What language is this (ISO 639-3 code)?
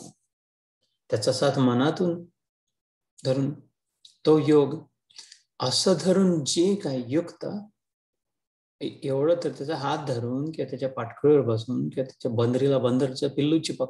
mar